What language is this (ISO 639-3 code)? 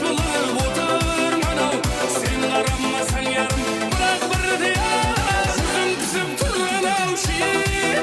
kaa